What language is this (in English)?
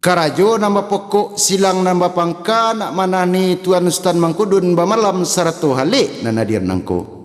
Minangkabau